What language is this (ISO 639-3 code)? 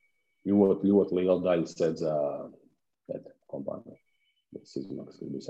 lav